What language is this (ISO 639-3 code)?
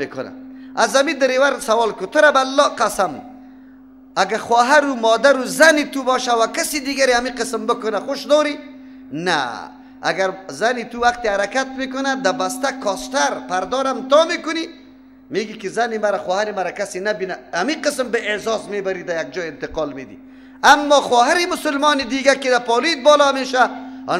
fas